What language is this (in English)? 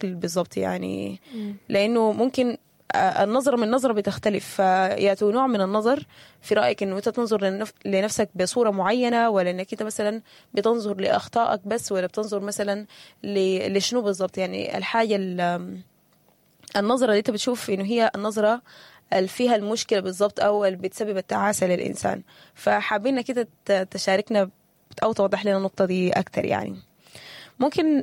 Sudanese Arabic